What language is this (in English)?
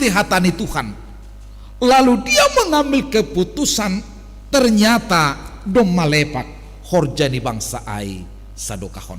Batak Simalungun